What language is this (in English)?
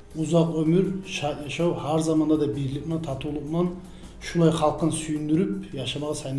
Kumyk